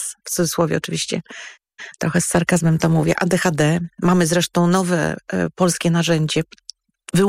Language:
Polish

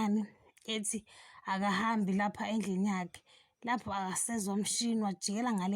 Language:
Zulu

